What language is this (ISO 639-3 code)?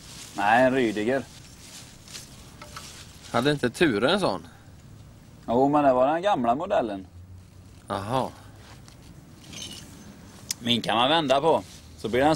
swe